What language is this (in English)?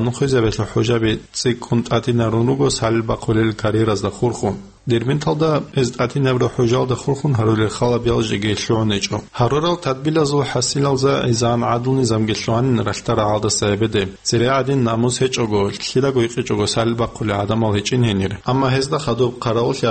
Avaric